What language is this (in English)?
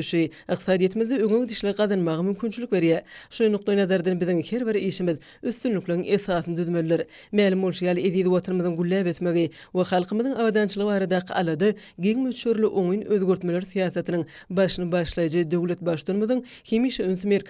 Turkmen